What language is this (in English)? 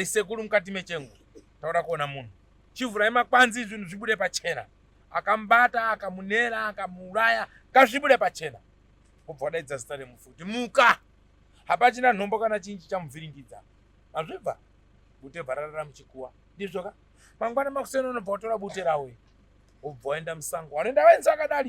Shona